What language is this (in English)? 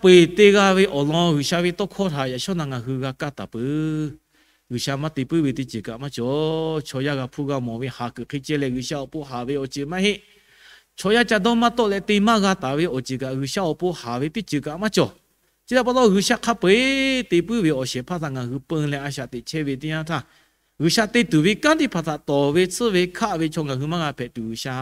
Lahu